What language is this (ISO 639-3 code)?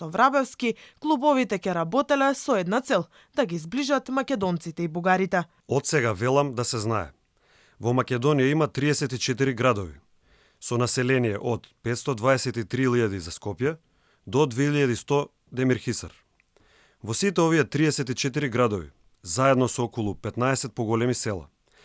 mkd